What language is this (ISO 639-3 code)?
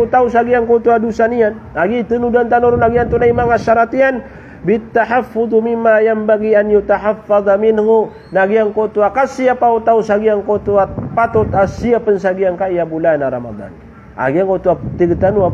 mrw